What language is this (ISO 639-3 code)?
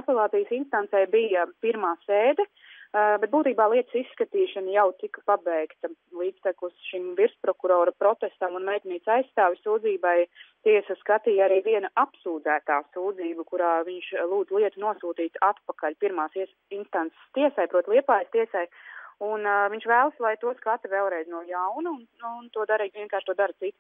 lav